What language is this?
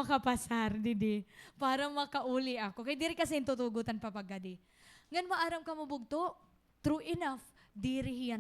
Waray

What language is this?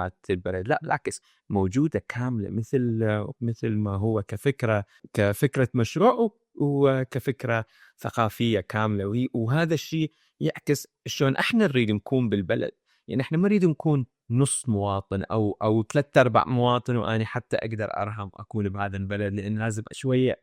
Mesopotamian Arabic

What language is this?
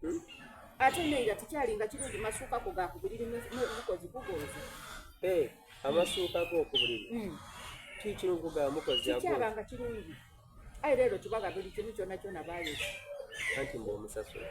Soga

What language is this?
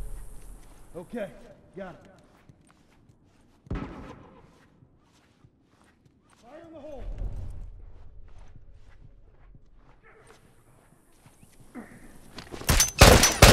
English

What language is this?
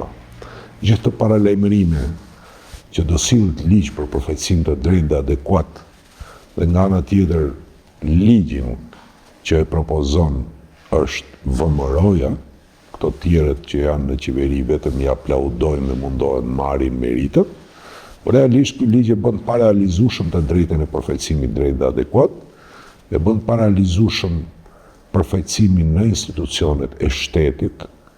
Albanian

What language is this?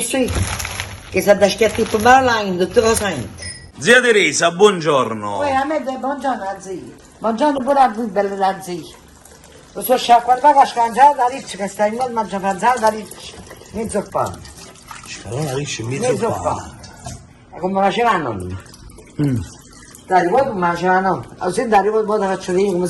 Neapolitan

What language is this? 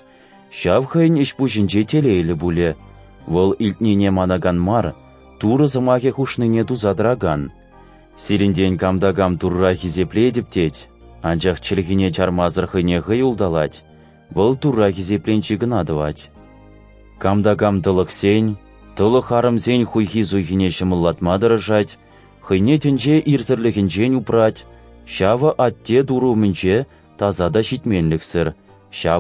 Chuvash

